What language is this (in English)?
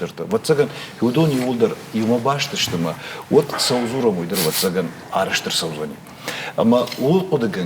Ossetic